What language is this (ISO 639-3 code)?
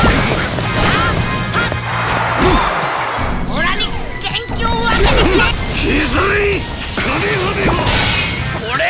jpn